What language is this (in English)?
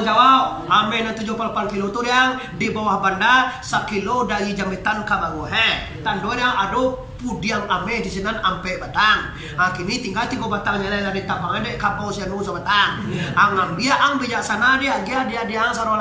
Minangkabau